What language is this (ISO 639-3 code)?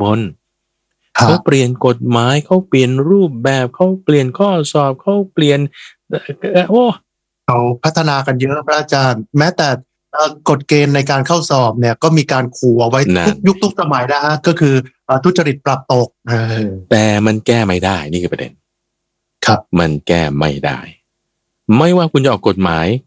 tha